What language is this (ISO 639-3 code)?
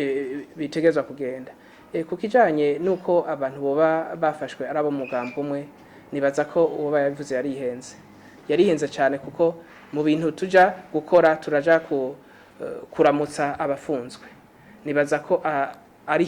run